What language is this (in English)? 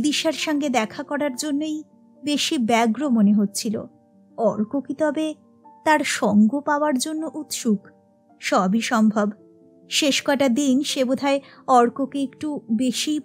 Bangla